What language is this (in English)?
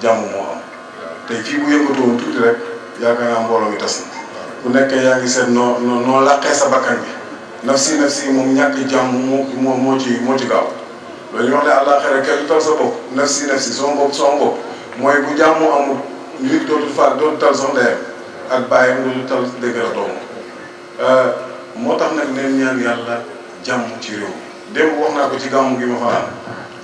Wolof